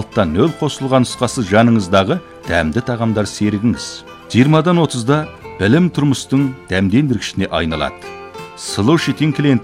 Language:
Kazakh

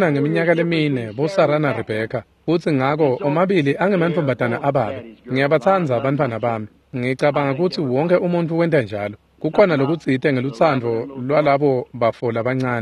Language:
Swati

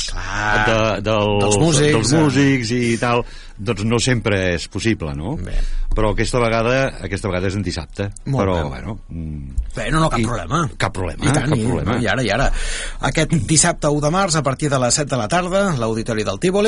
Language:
Catalan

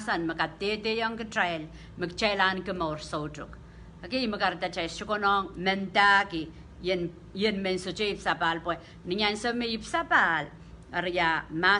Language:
Pohnpeian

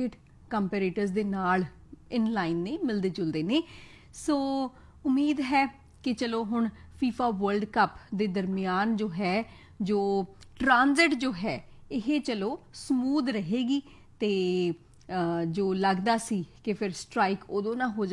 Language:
Punjabi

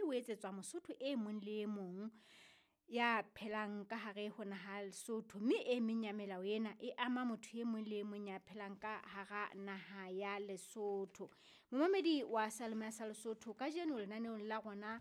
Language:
Southern Sotho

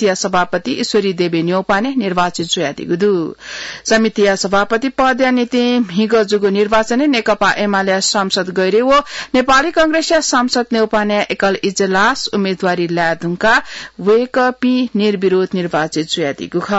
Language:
Newari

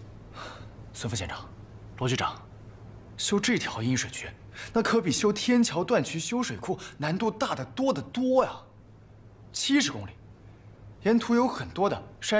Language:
Chinese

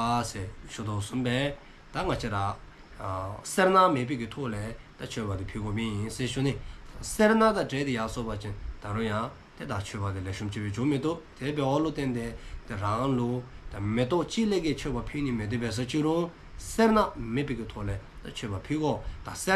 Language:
Dzongkha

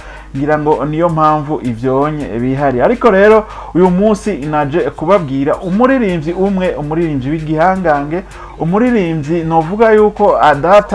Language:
Rundi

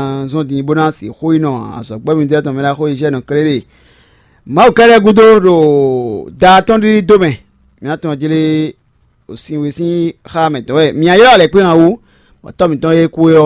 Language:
Fon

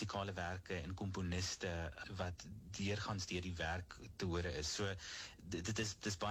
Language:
Afrikaans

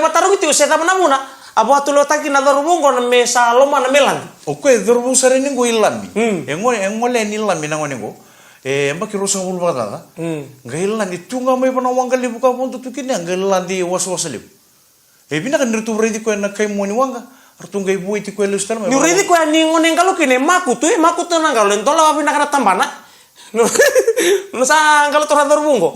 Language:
Fijian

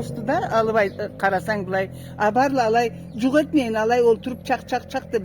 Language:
Karachay-Balkar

